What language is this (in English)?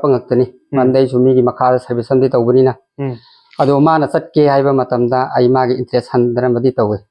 Manipuri